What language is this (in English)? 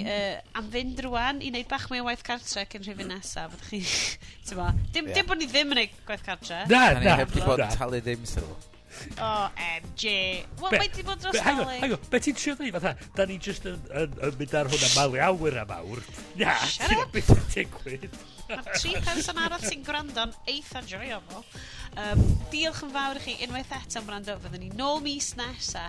Welsh